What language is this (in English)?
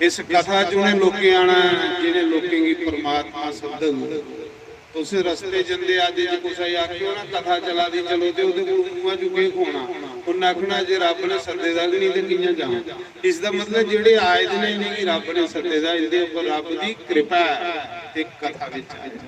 Dogri